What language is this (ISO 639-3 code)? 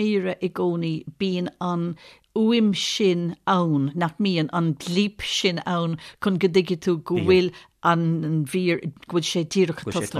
gle